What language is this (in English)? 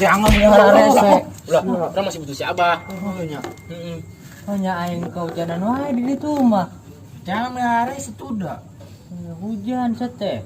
Sundanese